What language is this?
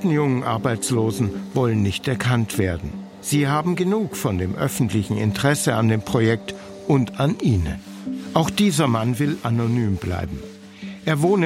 German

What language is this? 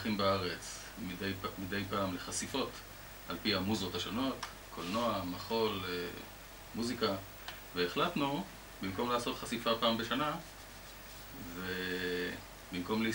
Hebrew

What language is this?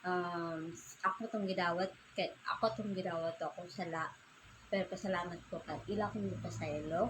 Cebuano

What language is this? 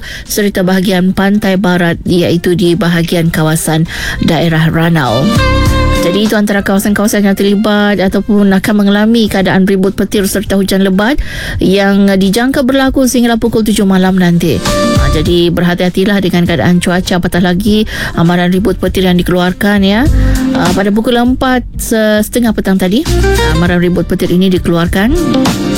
Malay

